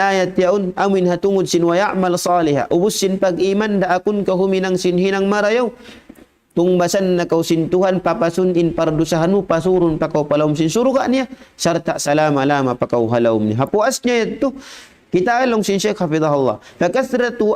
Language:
Tausug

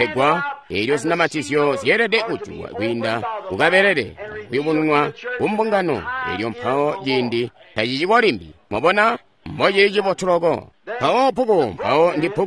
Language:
Tonga (Zambia)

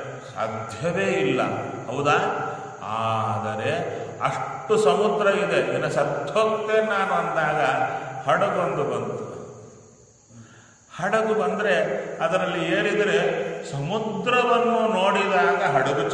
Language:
Kannada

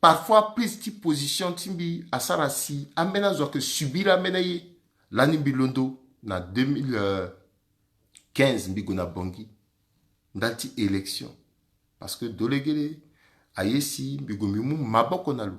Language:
Sango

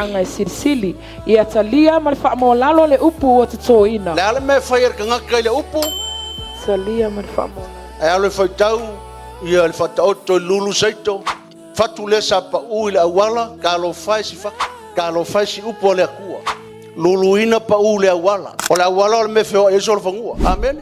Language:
Samoan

